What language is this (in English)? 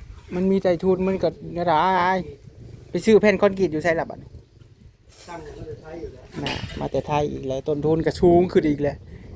Northeastern Thai